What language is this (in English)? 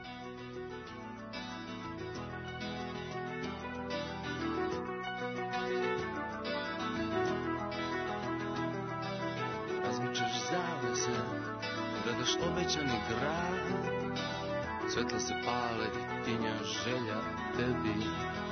Serbian